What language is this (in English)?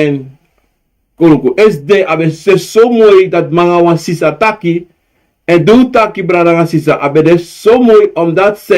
Sranan Tongo